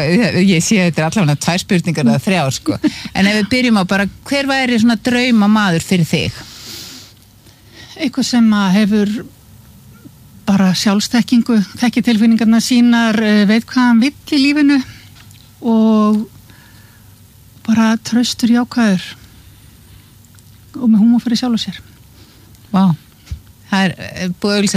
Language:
Icelandic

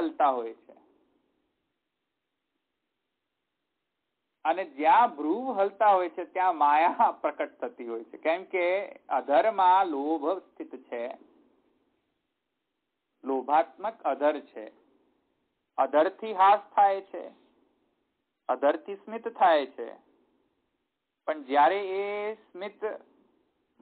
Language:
Gujarati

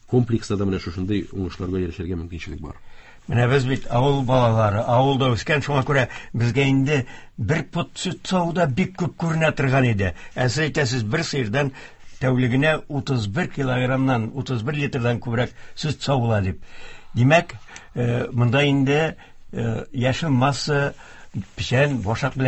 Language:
Tatar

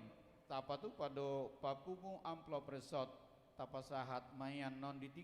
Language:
Batak Toba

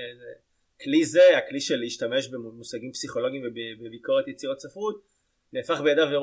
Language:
Hebrew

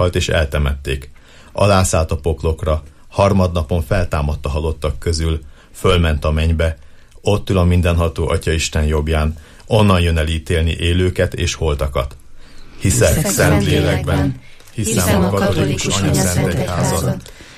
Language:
Hungarian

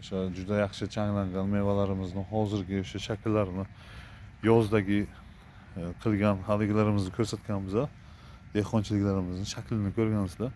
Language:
Uzbek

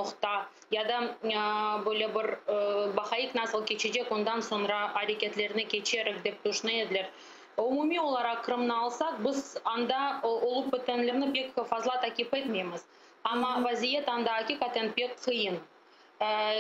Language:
Crimean Tatar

